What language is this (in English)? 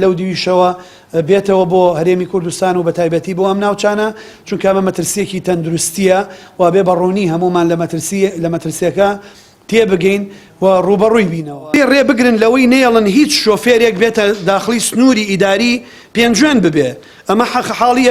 Central Kurdish